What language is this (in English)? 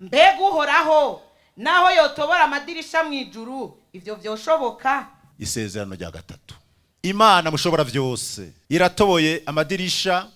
Rundi